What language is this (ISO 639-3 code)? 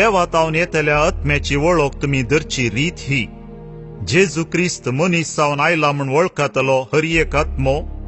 kok